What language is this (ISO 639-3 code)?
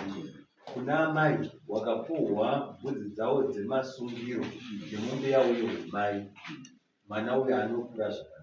sna